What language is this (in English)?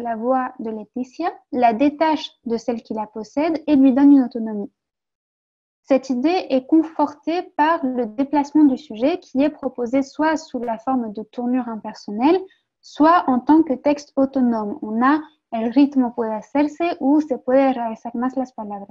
French